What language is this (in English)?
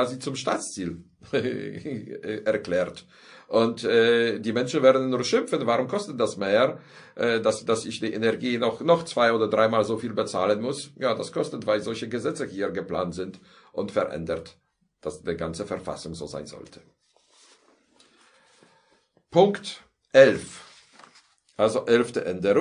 German